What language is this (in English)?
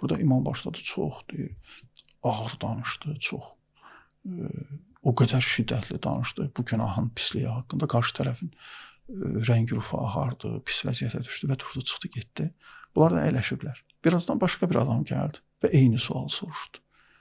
Azerbaijani